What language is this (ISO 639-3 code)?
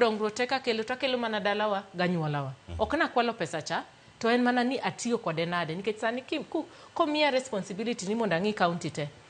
luo